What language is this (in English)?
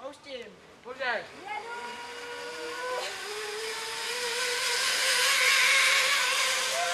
Czech